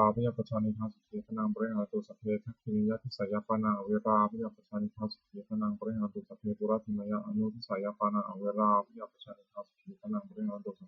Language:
Pali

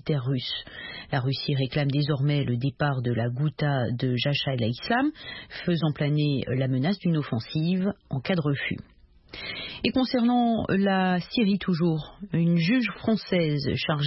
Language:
French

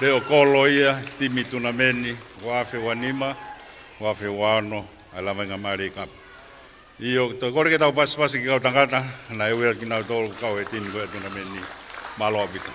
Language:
Tongan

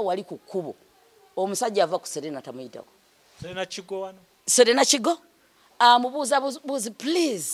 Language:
Ganda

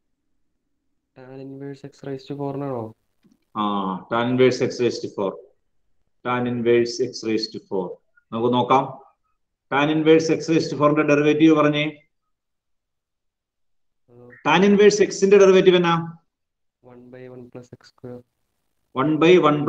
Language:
Malayalam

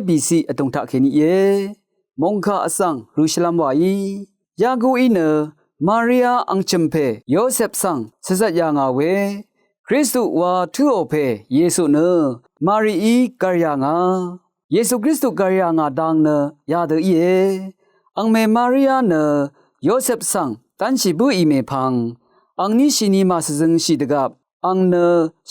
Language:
Rawang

